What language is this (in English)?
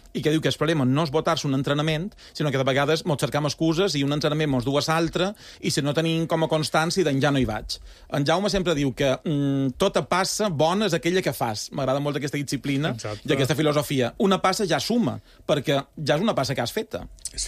Catalan